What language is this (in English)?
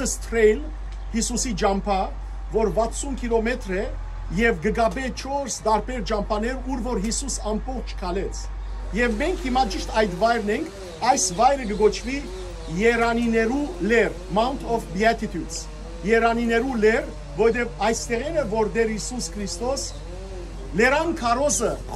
Western Armenian